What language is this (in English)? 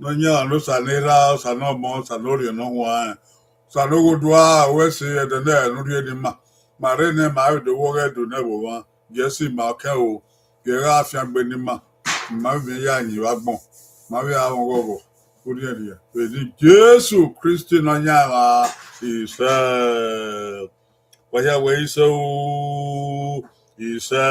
Bini